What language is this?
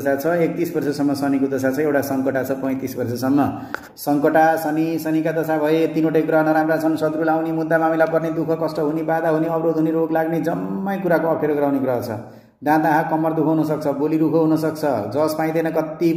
Nepali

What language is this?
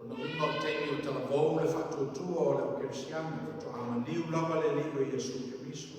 Samoan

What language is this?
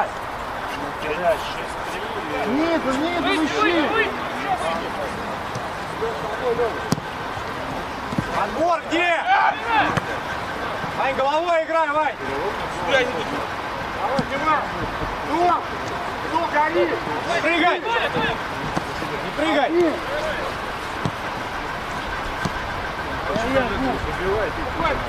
Russian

